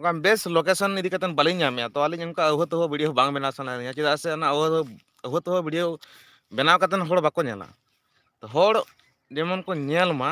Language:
Santali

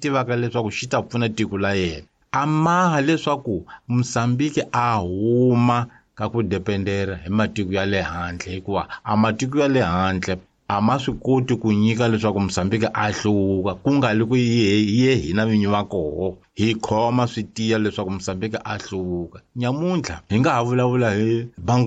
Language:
Tsonga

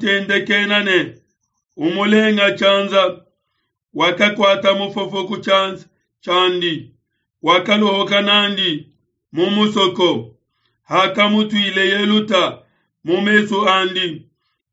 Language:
Luba-Lulua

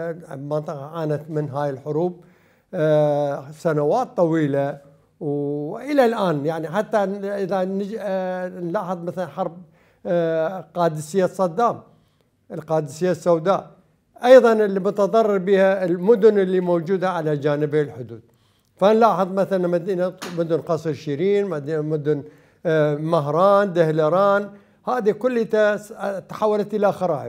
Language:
Mesopotamian Arabic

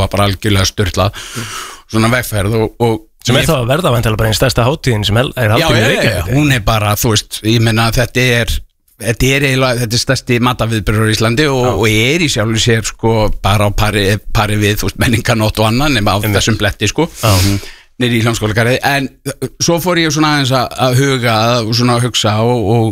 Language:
Icelandic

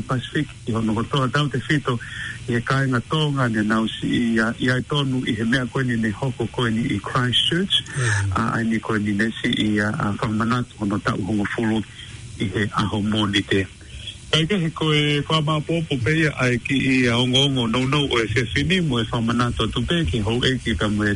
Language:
Tongan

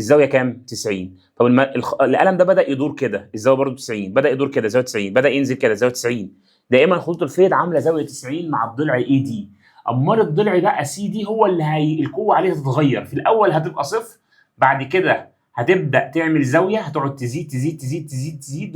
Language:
Egyptian Arabic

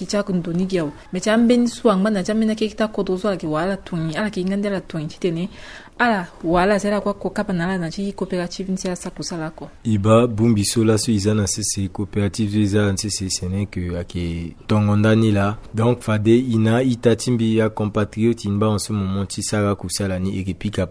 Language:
Sango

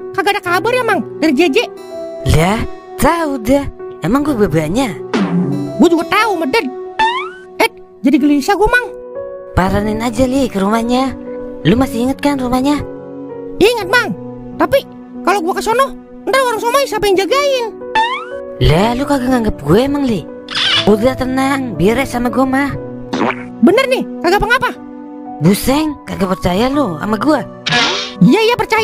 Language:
Betawi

